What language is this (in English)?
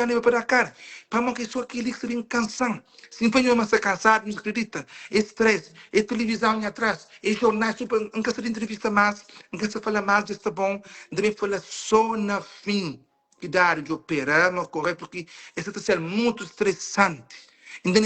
Kabuverdianu